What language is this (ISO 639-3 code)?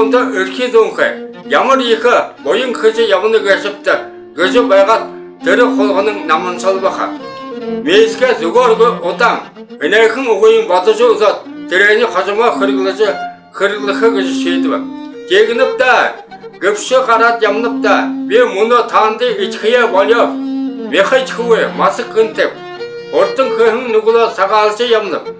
bua